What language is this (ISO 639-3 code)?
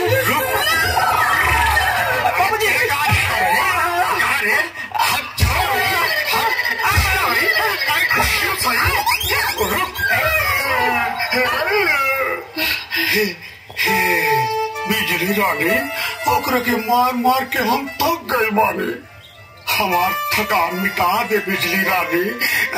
bho